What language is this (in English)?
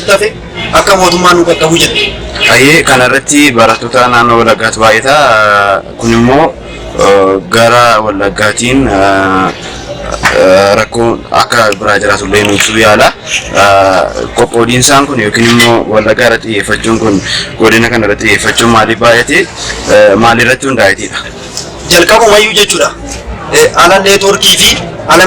Oromo